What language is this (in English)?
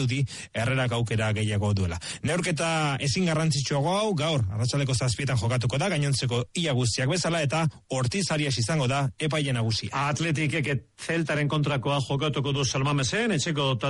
Basque